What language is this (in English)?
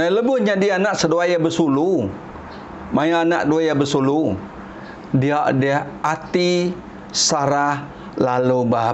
Iban